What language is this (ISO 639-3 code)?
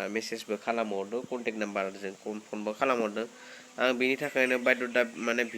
brx